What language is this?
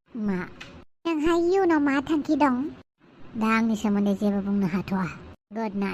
Bodo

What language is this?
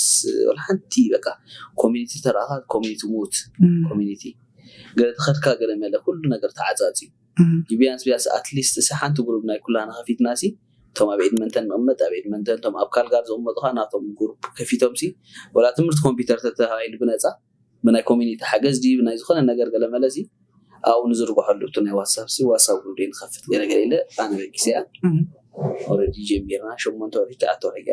Tigrinya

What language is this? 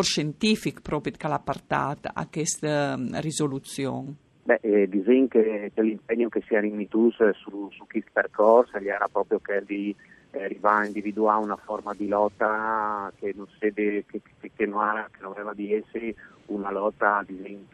Friulian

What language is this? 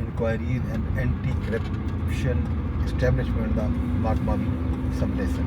Saraiki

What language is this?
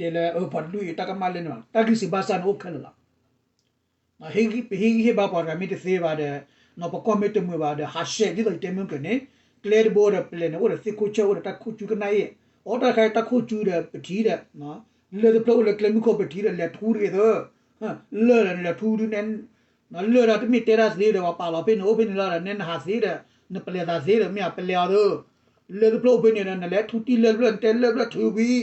S'gaw Karen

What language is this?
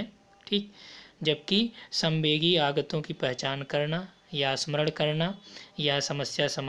Hindi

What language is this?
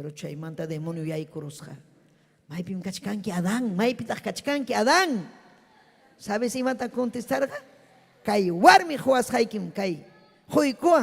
Ayacucho Quechua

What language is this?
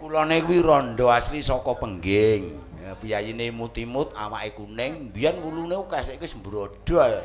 Javanese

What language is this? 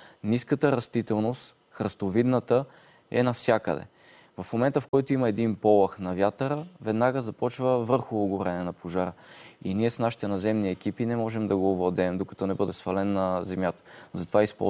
Bulgarian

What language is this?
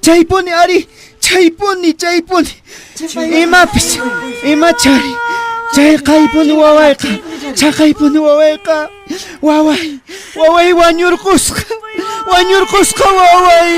Quechua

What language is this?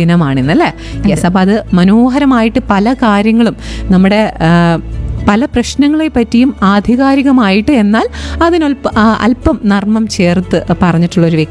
Malayalam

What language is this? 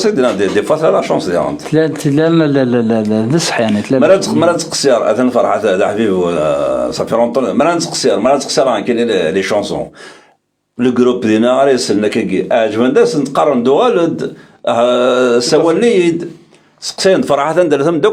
Kabyle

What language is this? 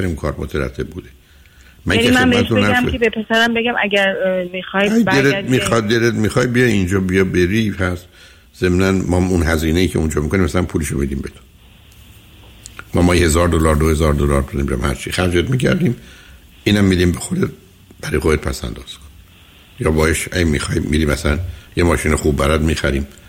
Persian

